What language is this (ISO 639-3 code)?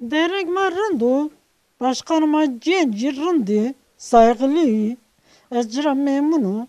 zza